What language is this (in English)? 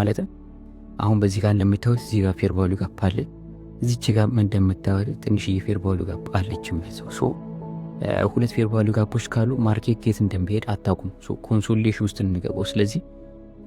Amharic